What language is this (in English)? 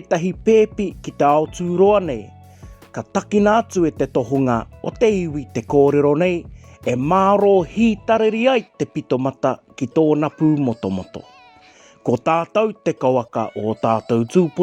Māori